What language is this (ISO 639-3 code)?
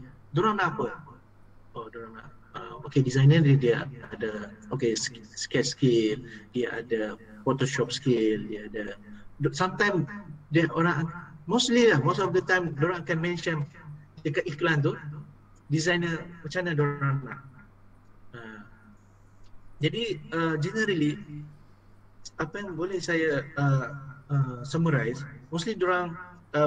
msa